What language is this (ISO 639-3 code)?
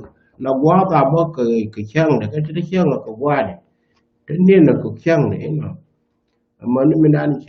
nus